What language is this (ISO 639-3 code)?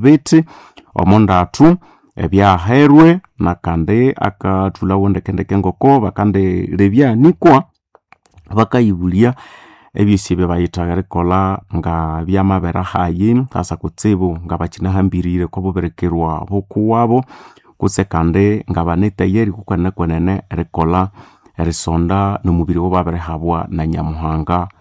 nnb